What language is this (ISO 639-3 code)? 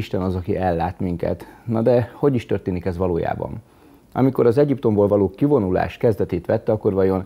hun